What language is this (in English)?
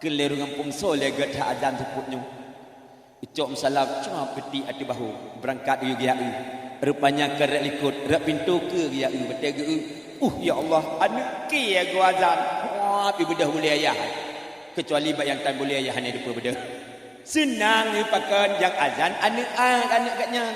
Achinese